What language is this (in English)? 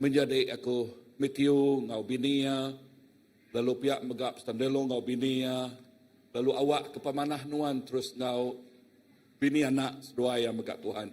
Iban